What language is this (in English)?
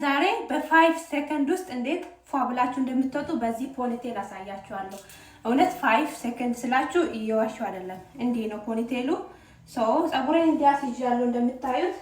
Amharic